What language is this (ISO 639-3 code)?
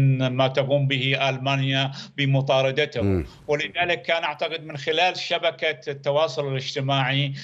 ara